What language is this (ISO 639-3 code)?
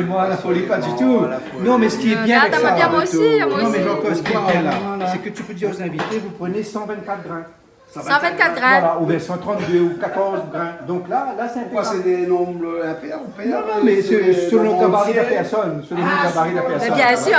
rcf